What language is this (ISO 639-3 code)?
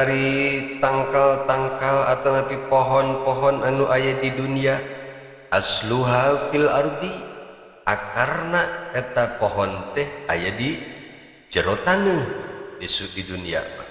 sun